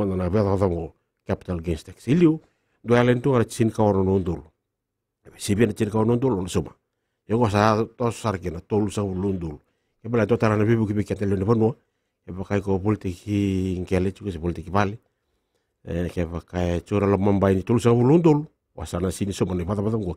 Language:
Fijian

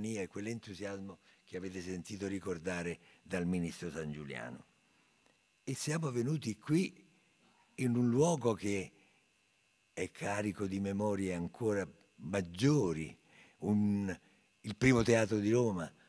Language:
Italian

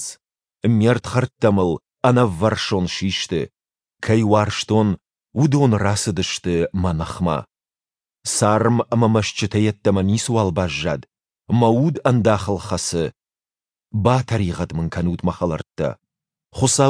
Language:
Ossetic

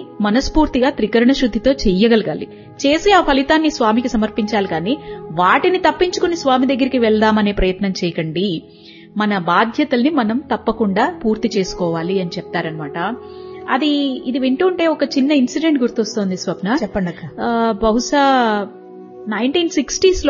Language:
Telugu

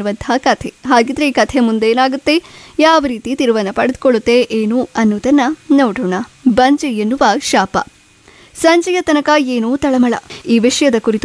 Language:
Kannada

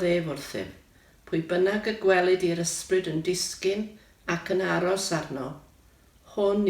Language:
Welsh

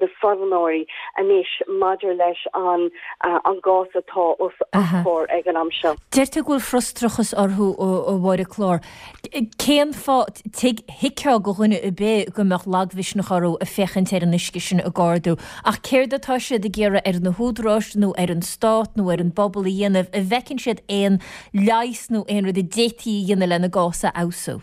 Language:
Irish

